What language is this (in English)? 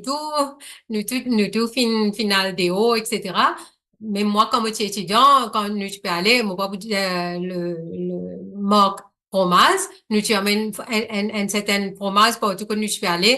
Morisyen